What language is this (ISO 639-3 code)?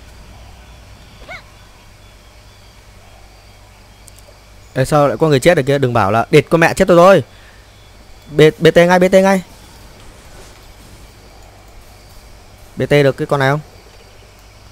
vie